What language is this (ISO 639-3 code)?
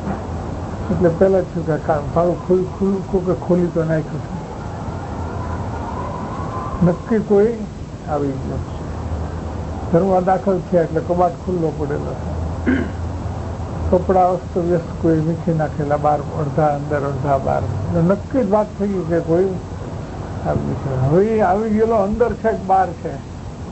guj